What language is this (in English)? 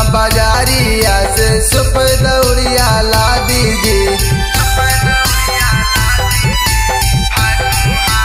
Bhojpuri